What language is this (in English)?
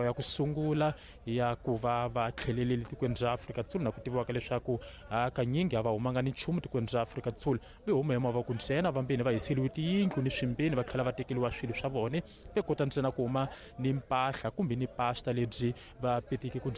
Tsonga